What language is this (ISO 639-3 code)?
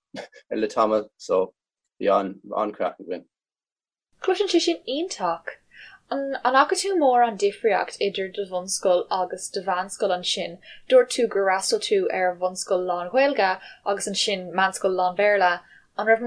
gle